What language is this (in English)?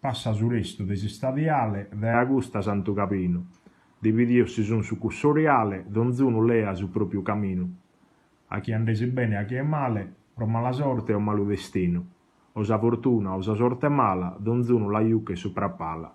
Sardinian